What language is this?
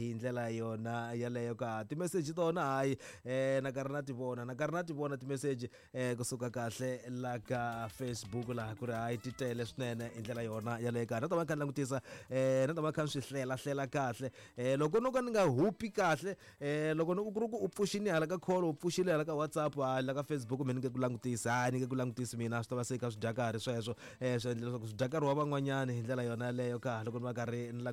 Tsonga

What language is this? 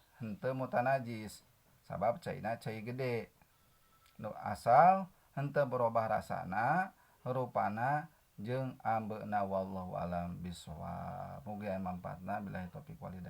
Sundanese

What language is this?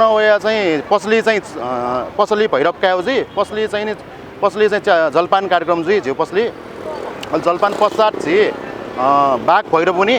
Newari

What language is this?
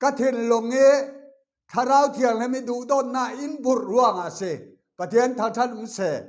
Falam Chin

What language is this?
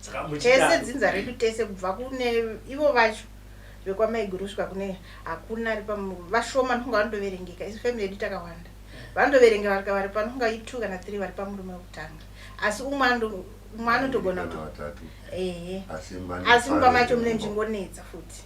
Shona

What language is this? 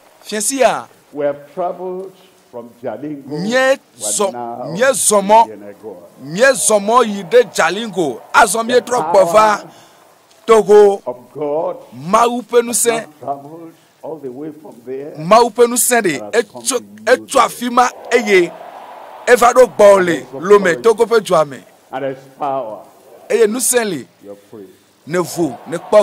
Ewe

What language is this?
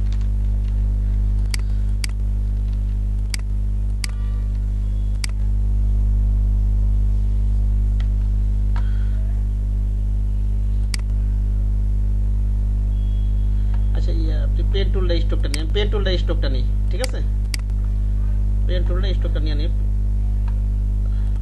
Bangla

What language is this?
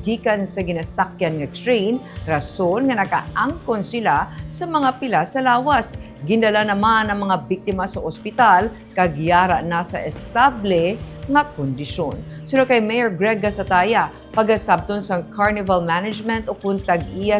Hiligaynon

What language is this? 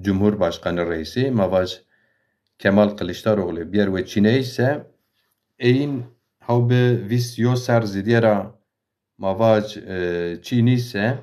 Zaza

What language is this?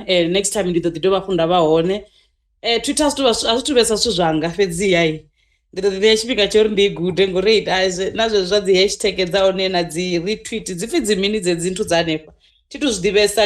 Venda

